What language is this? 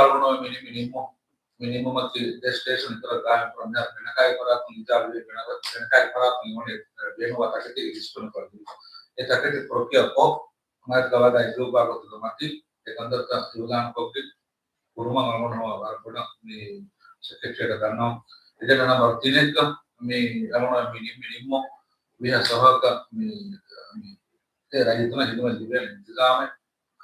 Divehi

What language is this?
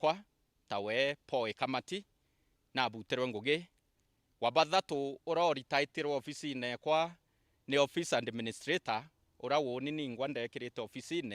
Meru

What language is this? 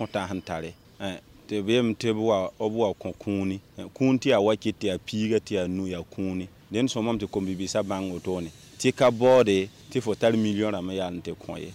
Mossi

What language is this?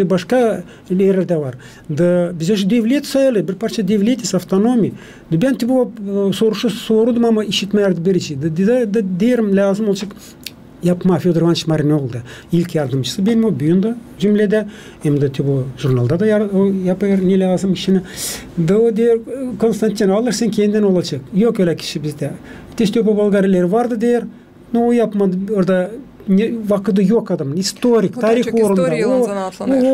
Gagauz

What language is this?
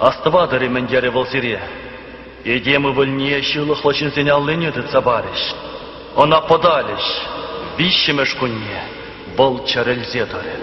Chuvash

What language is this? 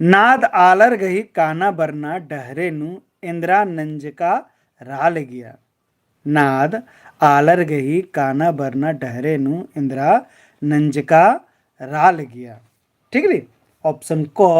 Kurukh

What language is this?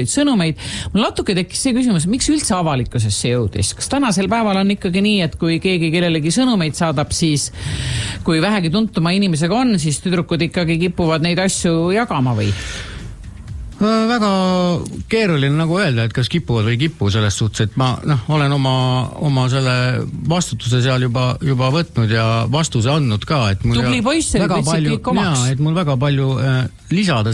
Estonian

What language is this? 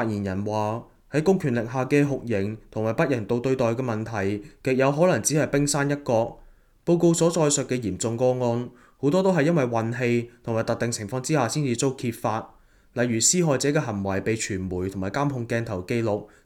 Cantonese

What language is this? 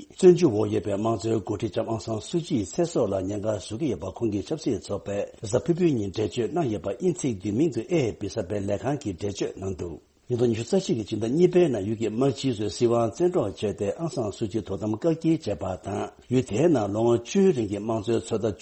Tibetan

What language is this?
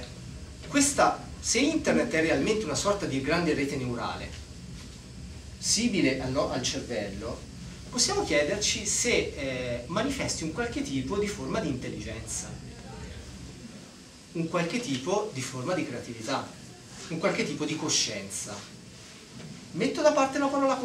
Italian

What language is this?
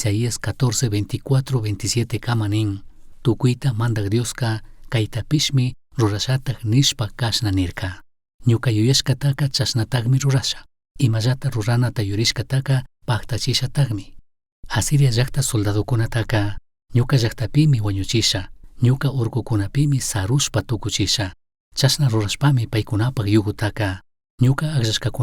Chimborazo Highland Quichua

